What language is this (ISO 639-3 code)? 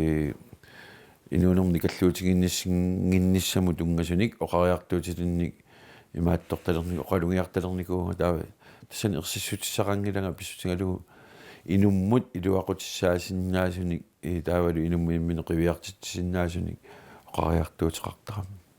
kal